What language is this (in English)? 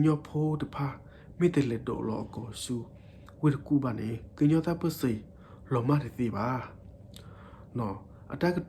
S'gaw Karen